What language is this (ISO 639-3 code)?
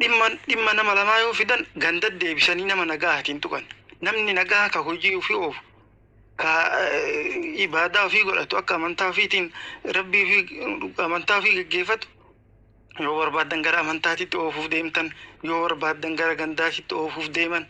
orm